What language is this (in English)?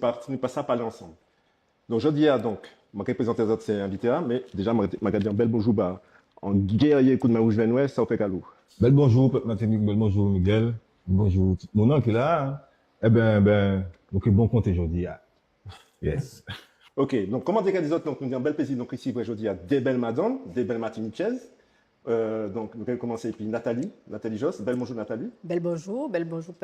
Guadeloupean Creole French